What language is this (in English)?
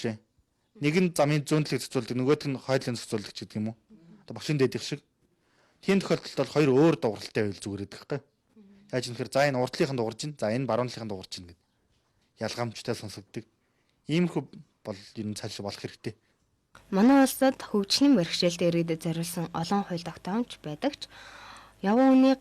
Mongolian